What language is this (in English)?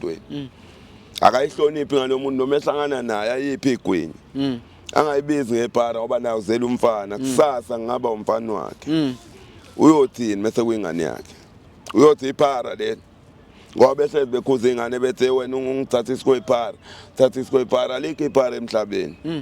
Zulu